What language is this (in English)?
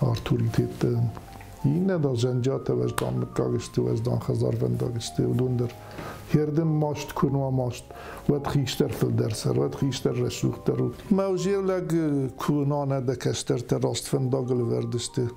Ossetic